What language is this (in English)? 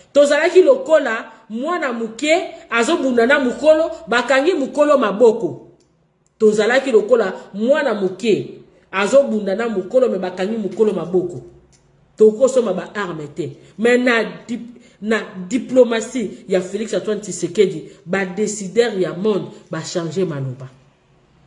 Lingala